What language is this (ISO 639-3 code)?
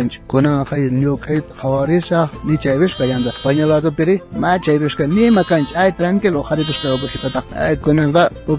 quh